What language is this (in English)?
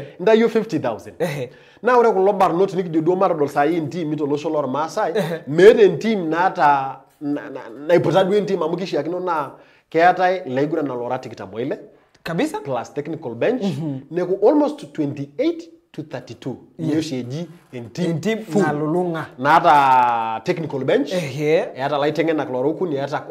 Masai